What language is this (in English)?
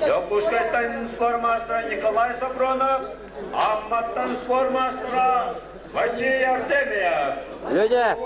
Yakut